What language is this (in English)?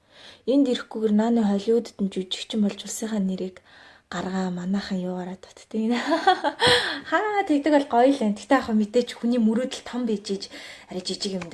Mongolian